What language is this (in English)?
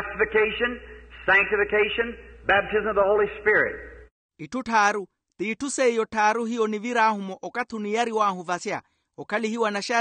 Makhuwa